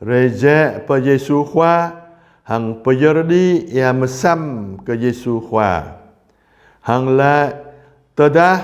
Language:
Jarai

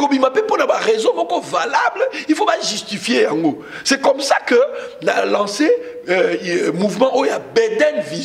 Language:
Lingala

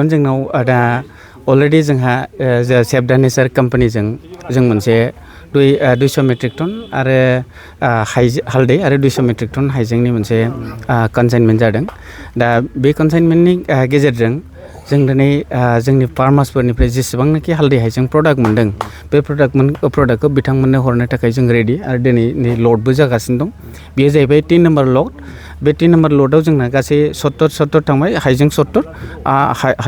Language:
Bodo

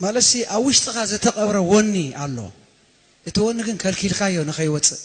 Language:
Tigrinya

